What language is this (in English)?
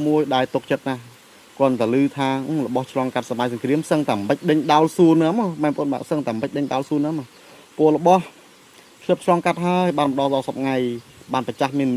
Khmer